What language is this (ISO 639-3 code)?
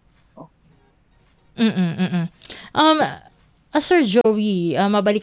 fil